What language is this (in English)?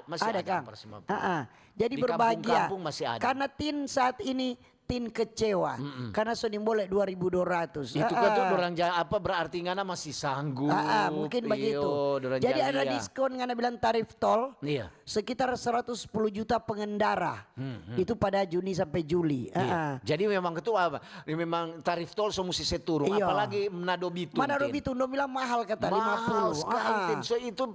Manado Malay